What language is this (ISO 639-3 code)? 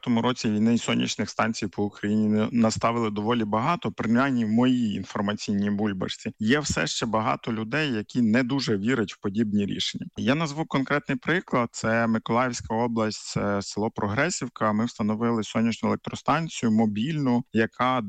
ukr